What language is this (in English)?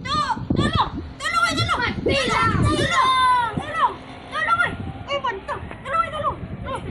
Minangkabau